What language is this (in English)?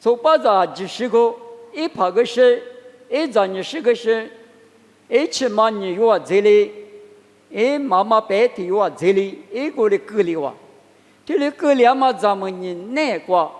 Lisu